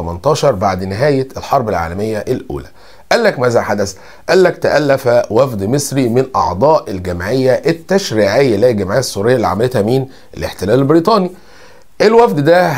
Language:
Egyptian Arabic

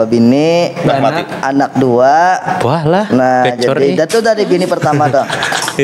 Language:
Banjar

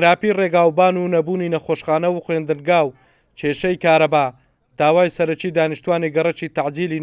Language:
Central Kurdish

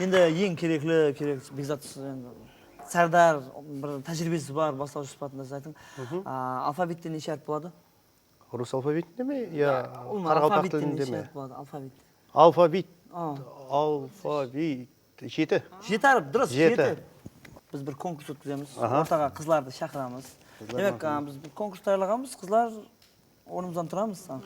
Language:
Kara-Kalpak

